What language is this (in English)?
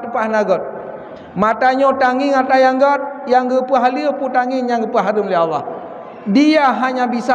Achinese